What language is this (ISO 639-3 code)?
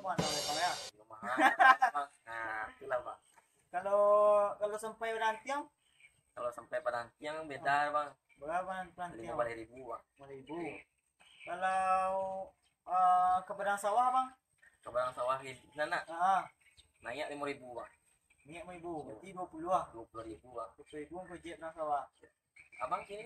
min